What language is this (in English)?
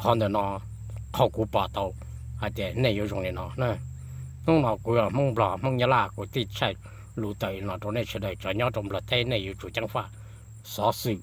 Hmong